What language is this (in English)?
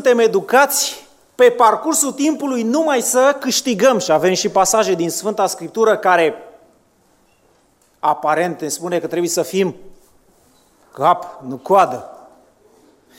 Romanian